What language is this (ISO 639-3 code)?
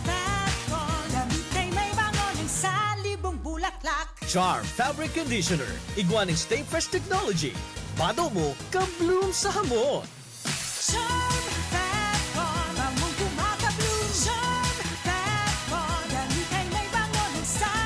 bik